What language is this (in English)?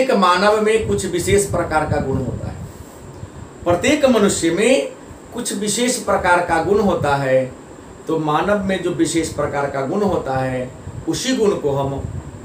Hindi